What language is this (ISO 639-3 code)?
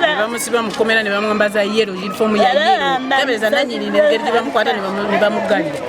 lug